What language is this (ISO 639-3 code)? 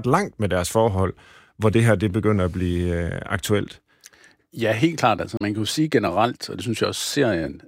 dan